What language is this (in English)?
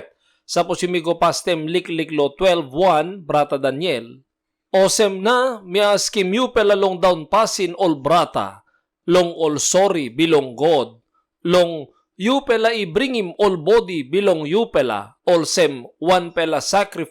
Tok Pisin